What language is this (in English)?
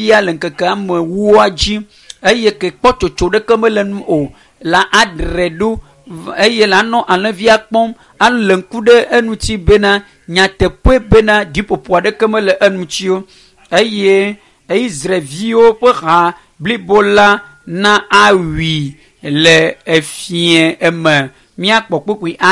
Ewe